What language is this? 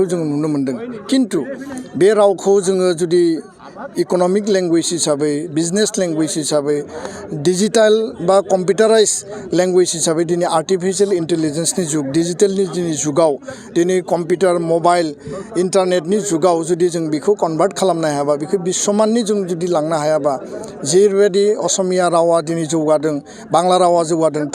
Bodo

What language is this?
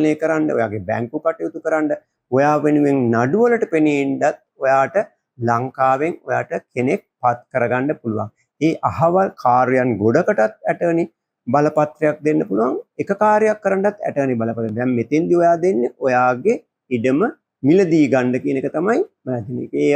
Sinhala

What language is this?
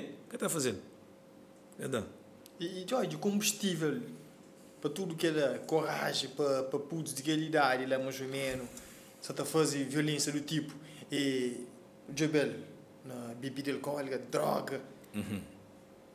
Portuguese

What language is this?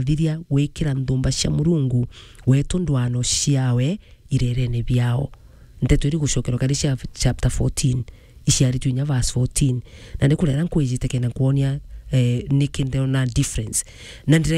Meru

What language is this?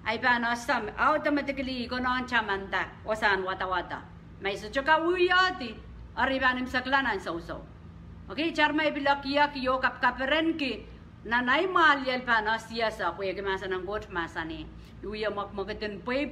Pohnpeian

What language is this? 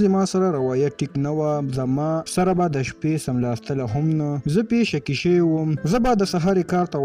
Pashto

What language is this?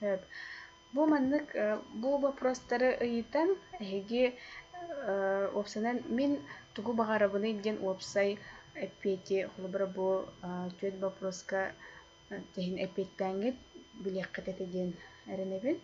Yakut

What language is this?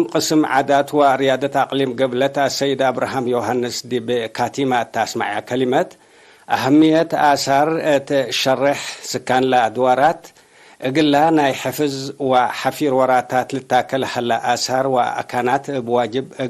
Tigre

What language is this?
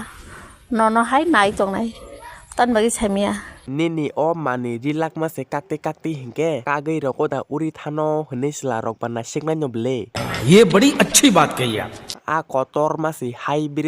Kok Borok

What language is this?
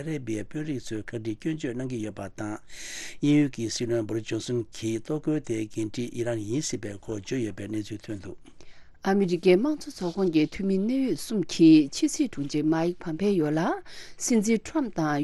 Tibetan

